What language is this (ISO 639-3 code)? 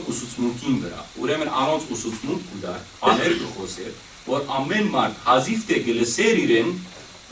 hyw